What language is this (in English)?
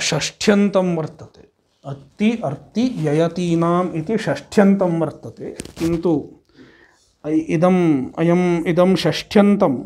Sanskrit